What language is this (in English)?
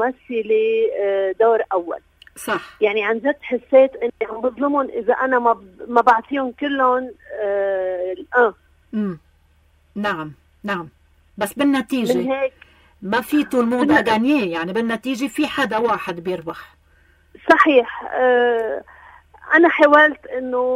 North Levantine Arabic